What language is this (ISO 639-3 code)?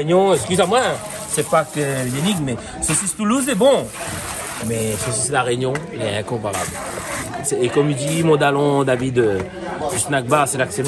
rcf